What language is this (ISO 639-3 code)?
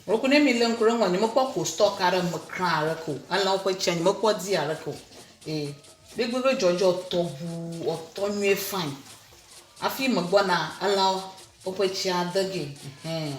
ewe